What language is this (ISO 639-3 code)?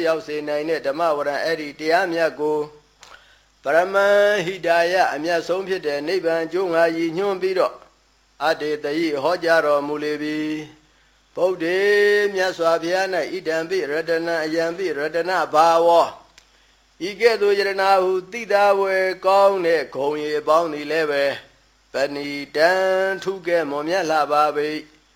mya